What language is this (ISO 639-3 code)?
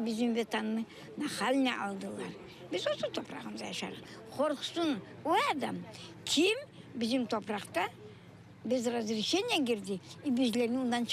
crh